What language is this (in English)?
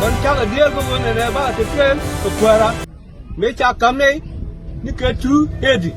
Nuer